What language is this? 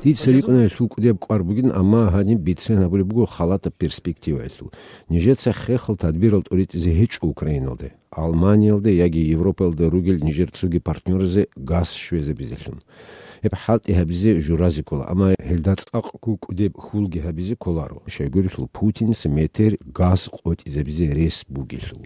Avaric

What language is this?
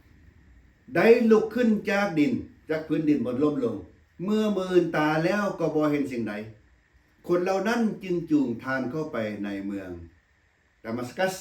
Lao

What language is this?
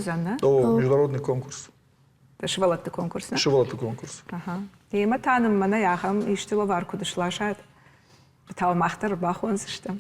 Ossetic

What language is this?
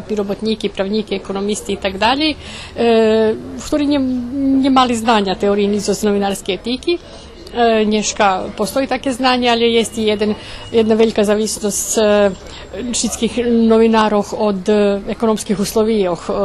Rusyn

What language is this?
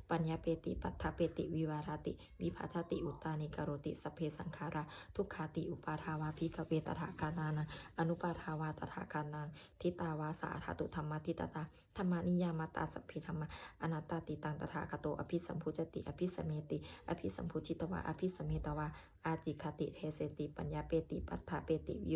Pali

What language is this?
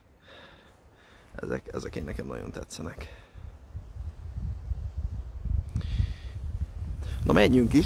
Hungarian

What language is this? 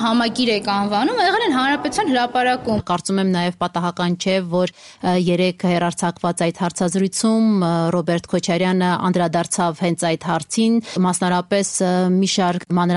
Armenian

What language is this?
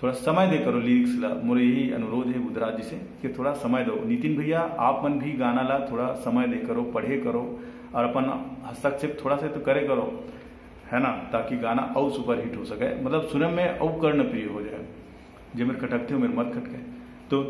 Chhattisgarhi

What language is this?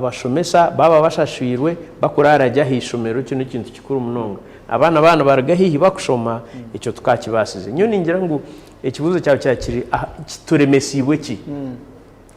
Nyankole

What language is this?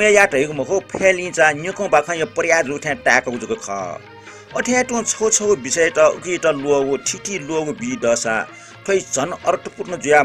Newari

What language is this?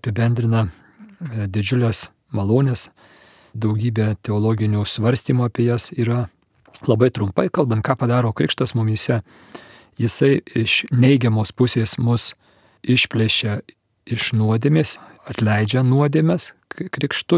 Lithuanian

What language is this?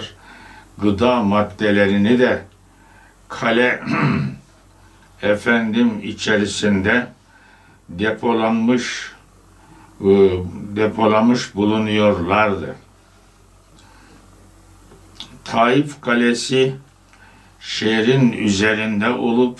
Turkish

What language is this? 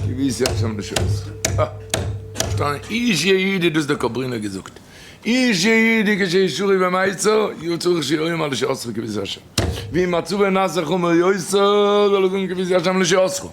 Yiddish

